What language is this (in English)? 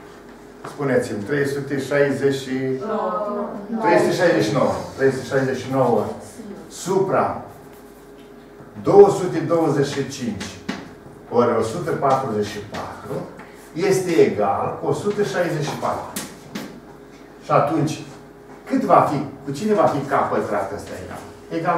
Romanian